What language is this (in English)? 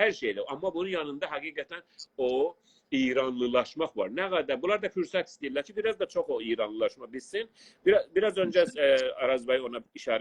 South Azerbaijani